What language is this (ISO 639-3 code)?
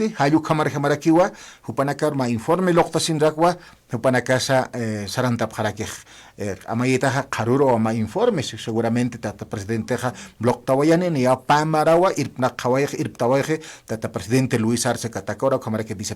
aym